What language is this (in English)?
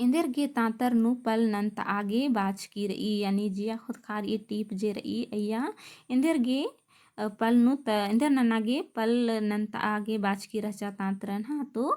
Kurukh